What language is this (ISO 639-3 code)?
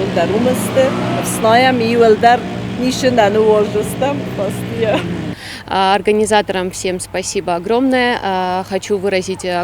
oss